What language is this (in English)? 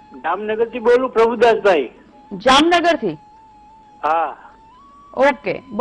Gujarati